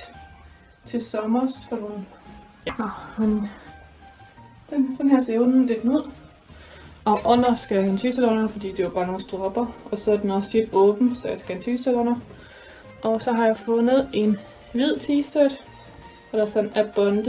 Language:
Danish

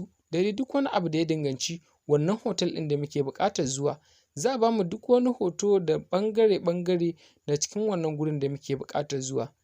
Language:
Hausa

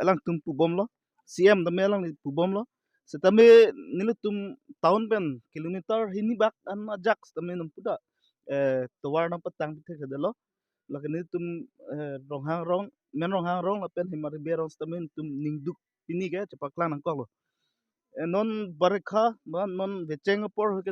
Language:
Karbi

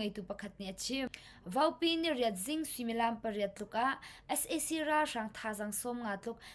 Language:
Hakha Chin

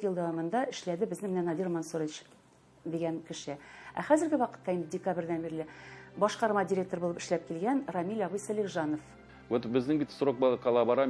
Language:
Tatar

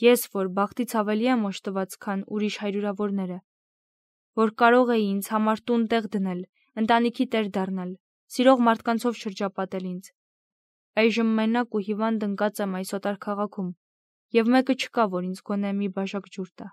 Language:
Armenian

